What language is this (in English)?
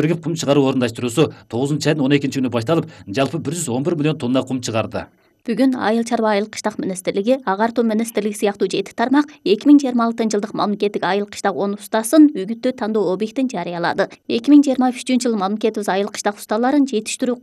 Kyrgyz